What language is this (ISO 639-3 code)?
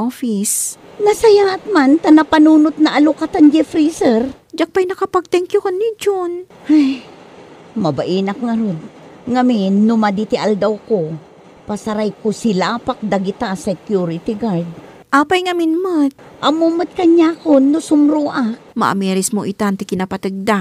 ilo